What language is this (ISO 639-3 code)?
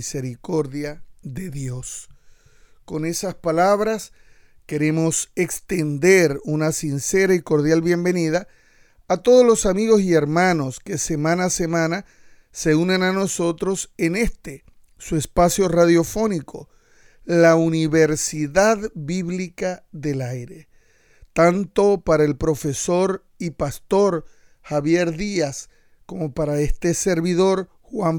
spa